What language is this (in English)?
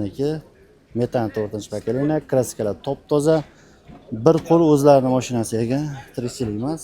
Uzbek